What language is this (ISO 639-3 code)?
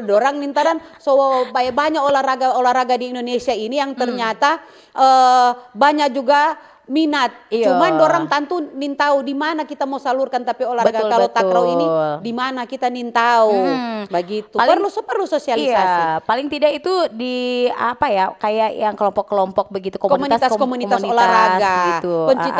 xmm